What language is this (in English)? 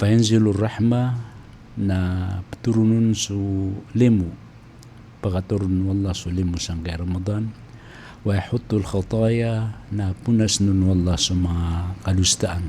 Maranao